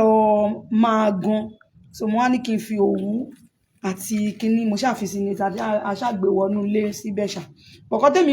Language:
Yoruba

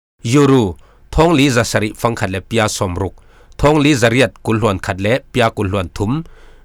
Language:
Falam Chin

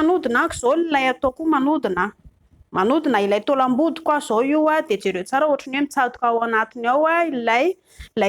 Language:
Malagasy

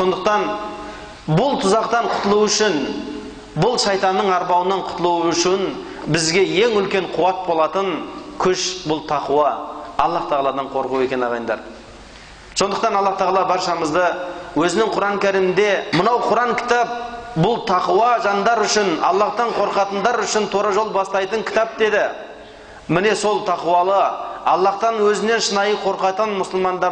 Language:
Kazakh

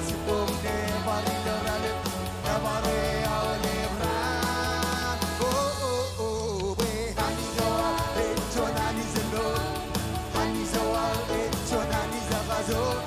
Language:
Marshallese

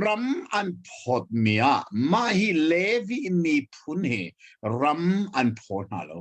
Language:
Hakha Chin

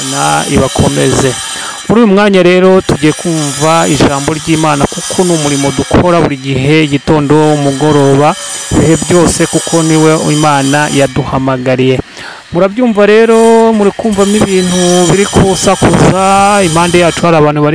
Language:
Kinyarwanda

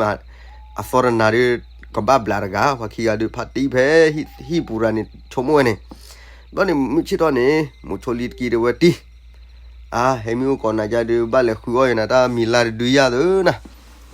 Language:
S'gaw Karen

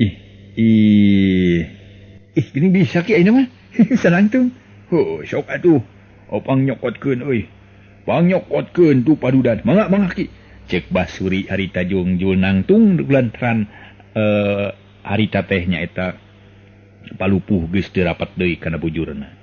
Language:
Sundanese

